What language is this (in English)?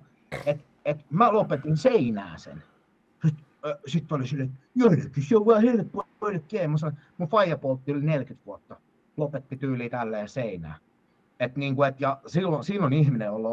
Finnish